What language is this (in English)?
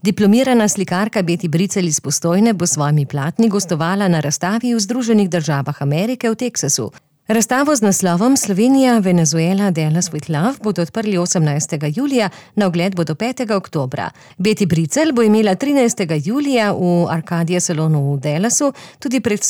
Slovenian